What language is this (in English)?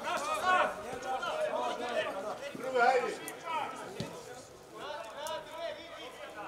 Serbian